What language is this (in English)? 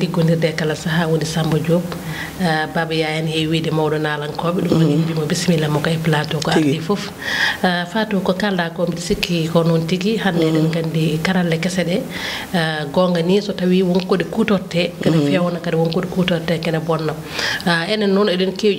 Fula